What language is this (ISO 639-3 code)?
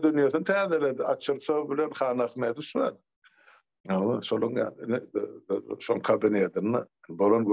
tuk